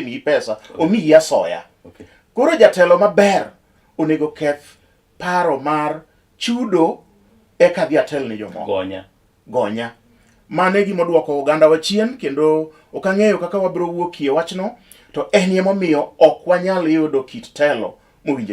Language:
Luo (Kenya and Tanzania)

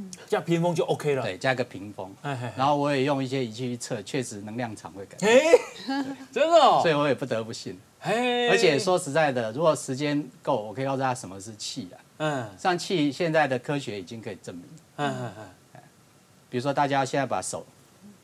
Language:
Chinese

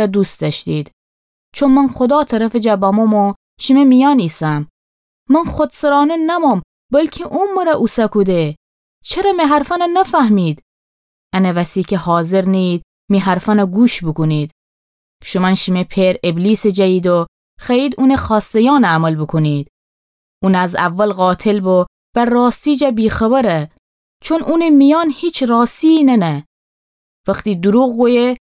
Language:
Gilaki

